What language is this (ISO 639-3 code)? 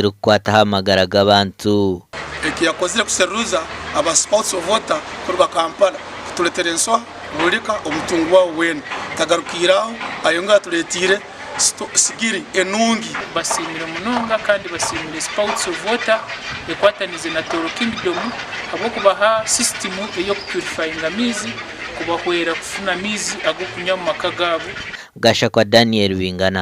nyn